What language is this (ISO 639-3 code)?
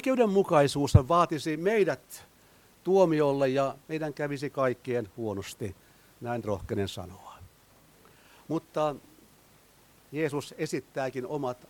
fin